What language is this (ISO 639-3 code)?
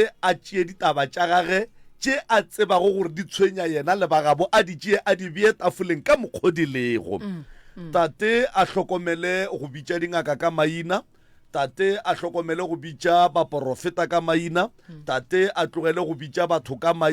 nso